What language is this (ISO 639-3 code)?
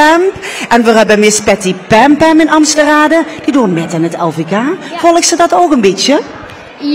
lim